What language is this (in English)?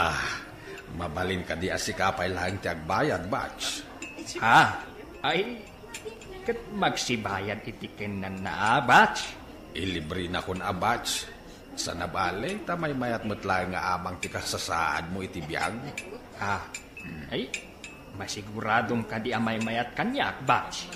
Iloko